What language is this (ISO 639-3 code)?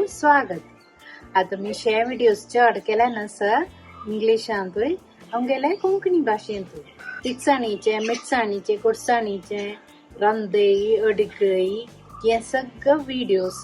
kok